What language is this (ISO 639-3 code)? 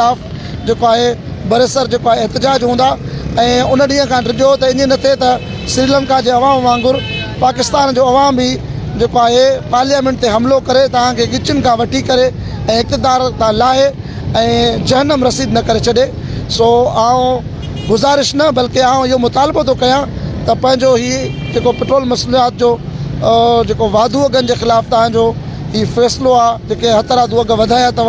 snd